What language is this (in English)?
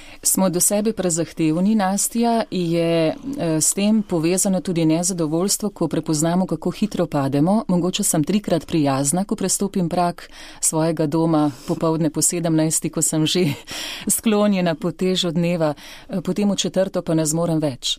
Slovenian